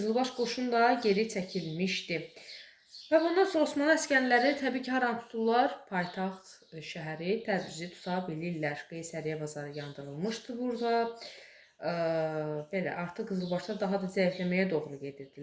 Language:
Azerbaijani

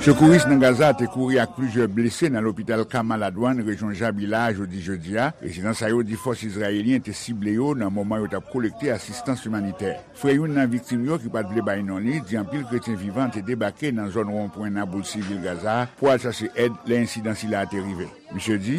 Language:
Haitian Creole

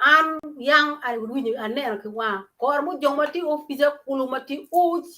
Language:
Acoli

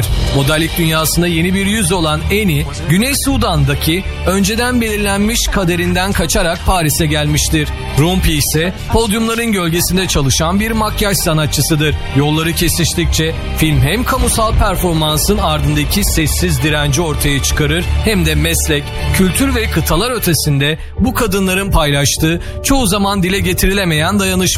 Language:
Turkish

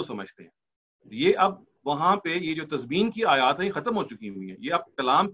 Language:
Urdu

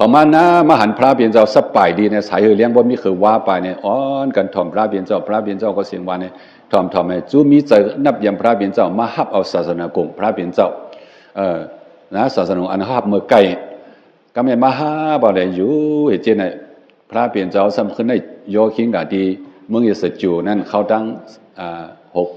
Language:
Shan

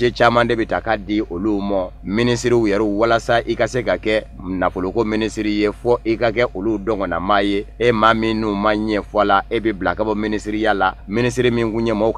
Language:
Bambara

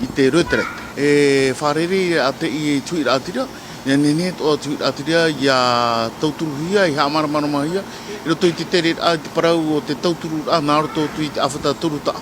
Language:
Tahitian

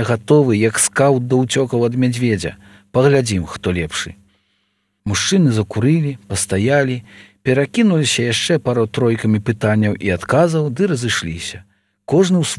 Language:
Belarusian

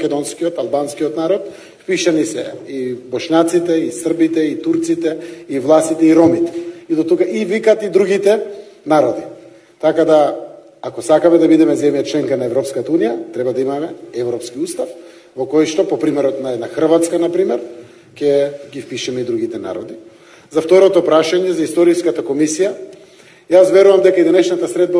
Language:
Macedonian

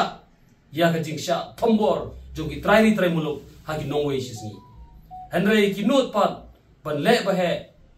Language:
Khasi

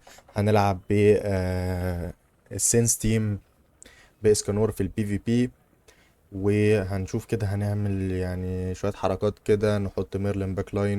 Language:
Egyptian Arabic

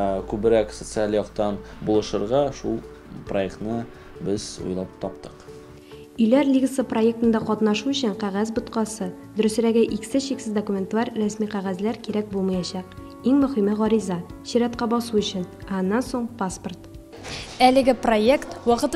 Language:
Tatar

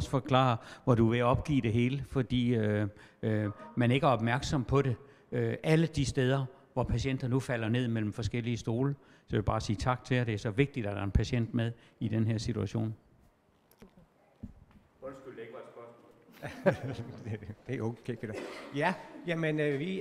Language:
Danish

